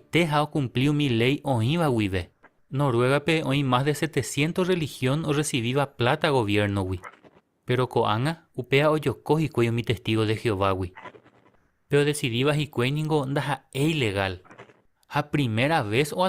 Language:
Guarani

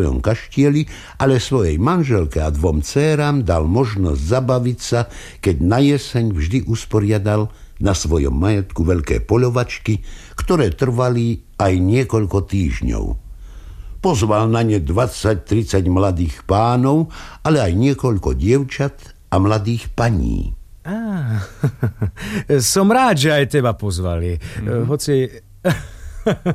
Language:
Slovak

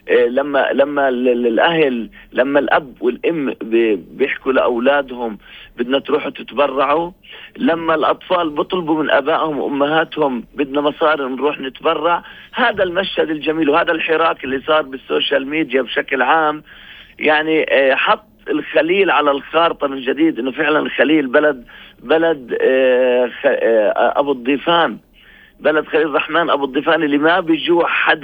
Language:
North Levantine Arabic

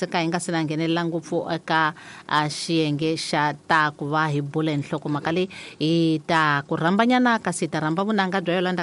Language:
Tsonga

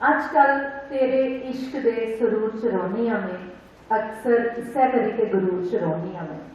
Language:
Dogri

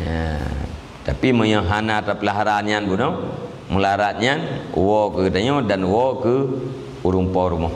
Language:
Achinese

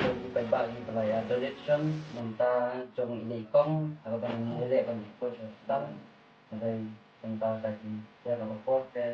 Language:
Khasi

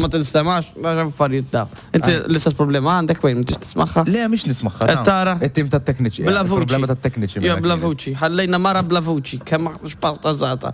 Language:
Maltese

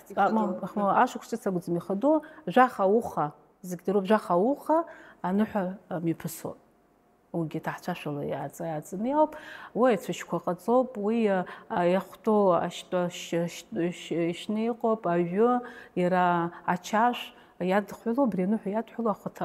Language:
Abkhazian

